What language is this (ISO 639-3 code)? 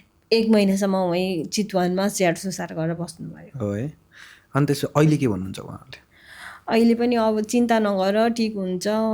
nep